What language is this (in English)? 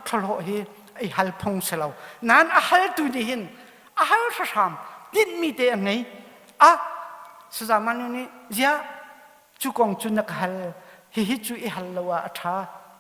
Hakha Chin